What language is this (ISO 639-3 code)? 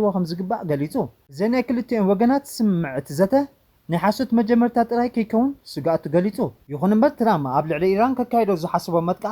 tir